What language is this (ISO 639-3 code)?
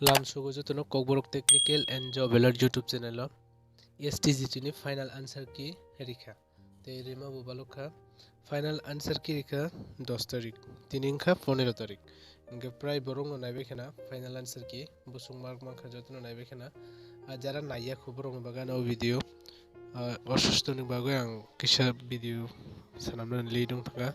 trp